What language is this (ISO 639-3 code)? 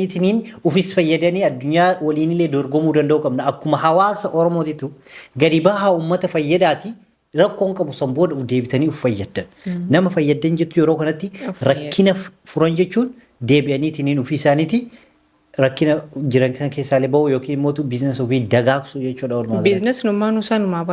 orm